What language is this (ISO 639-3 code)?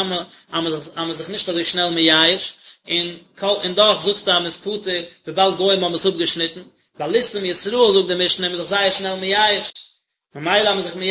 yid